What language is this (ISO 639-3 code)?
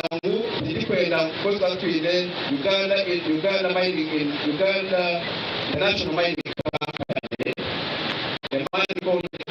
nyn